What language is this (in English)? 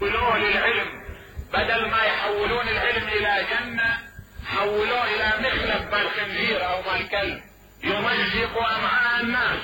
Mesopotamian Arabic